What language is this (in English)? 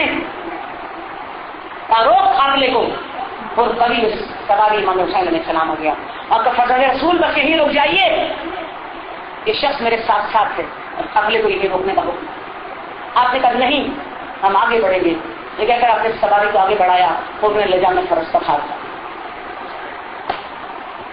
Urdu